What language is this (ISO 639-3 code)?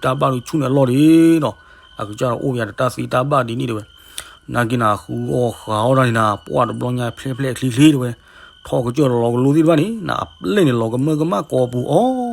ksw